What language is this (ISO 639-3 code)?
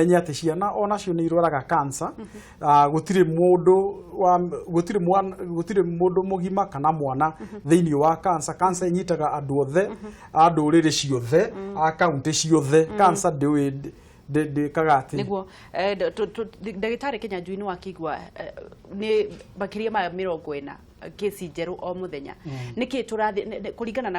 kik